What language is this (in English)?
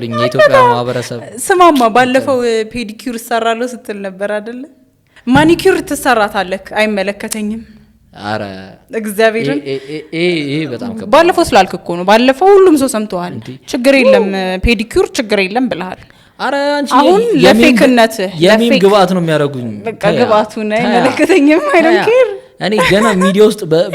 Amharic